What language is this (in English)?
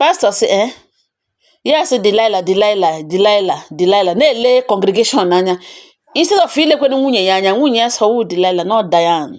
Igbo